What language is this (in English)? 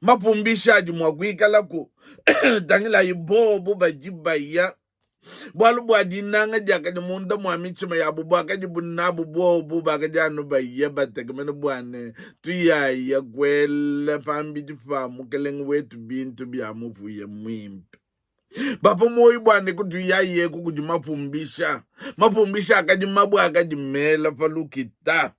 Luba-Lulua